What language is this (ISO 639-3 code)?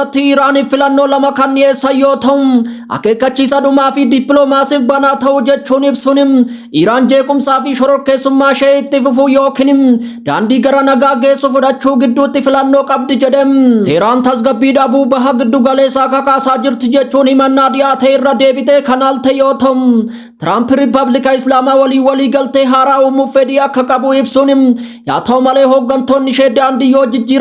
orm